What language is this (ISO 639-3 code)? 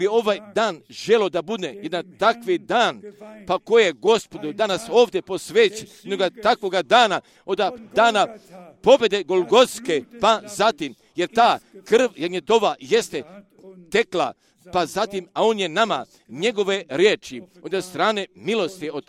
hrv